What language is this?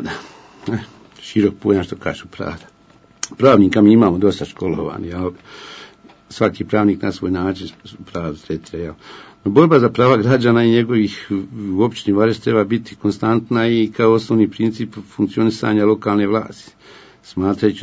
Bosnian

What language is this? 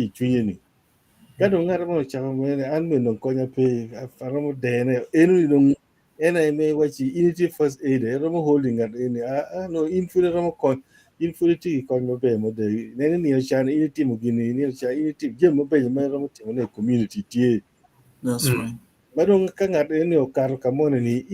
Acoli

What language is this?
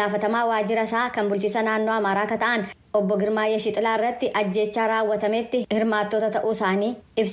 Oromo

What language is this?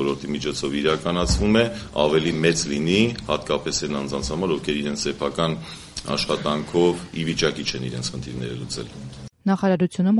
Armenian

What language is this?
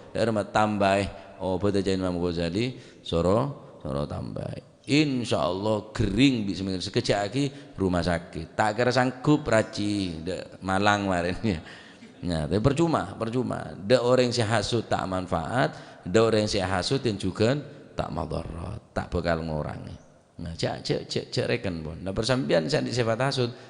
Madurese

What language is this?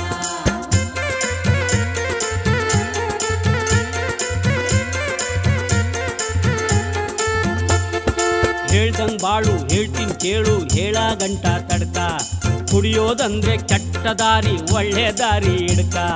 Kannada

